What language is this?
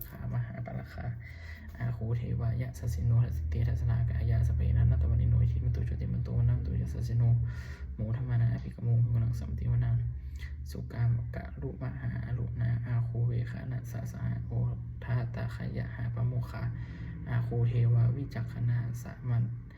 Pali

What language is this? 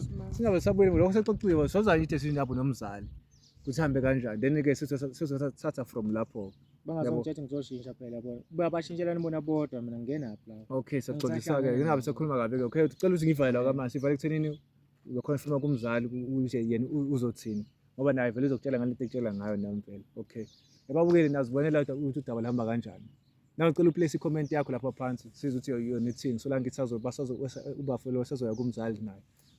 Zulu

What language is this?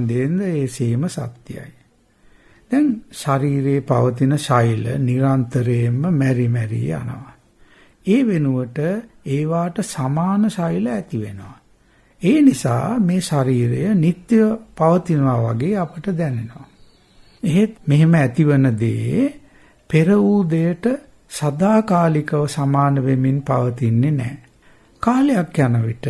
Sinhala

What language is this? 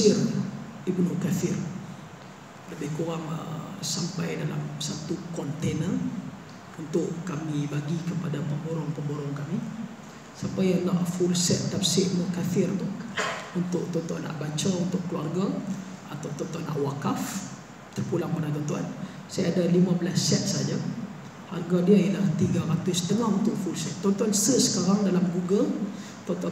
Malay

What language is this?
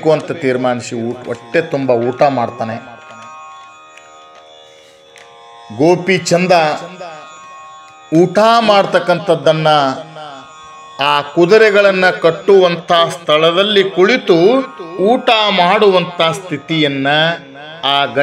Kannada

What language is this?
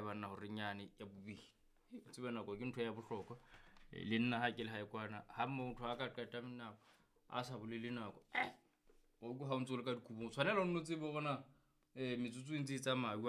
Southern Sotho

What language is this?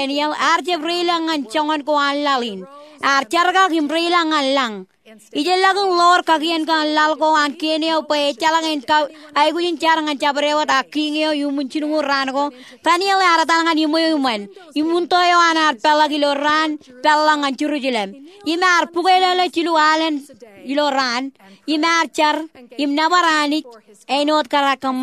Marshallese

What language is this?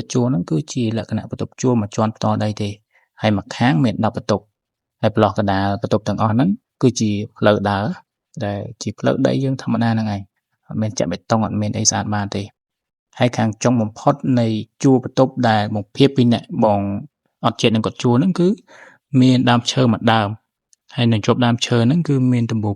Khmer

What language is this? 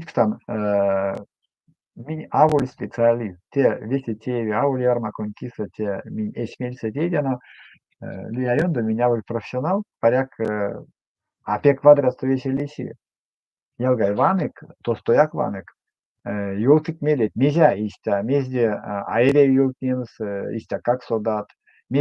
Erzya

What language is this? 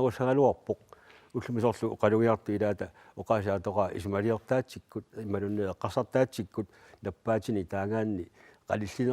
Kalaallisut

